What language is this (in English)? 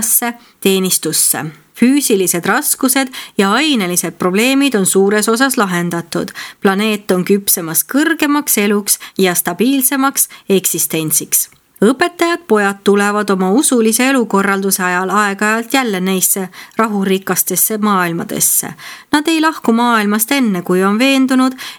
Estonian